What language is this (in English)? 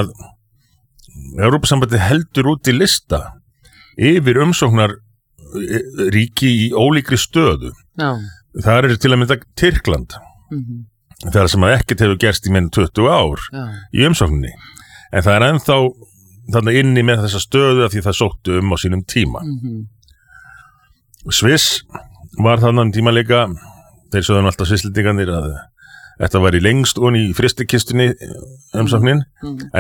Icelandic